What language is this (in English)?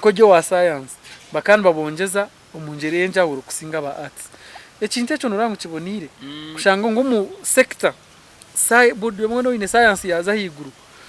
Nyankole